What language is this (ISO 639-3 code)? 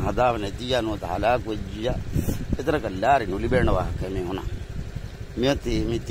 div